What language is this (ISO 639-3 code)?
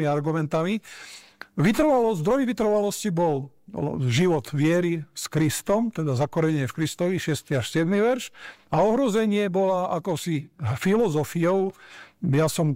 slk